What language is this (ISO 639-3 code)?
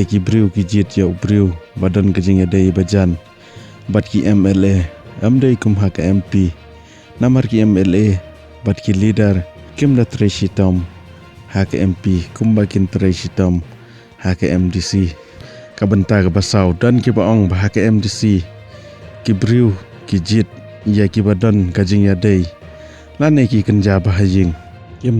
kha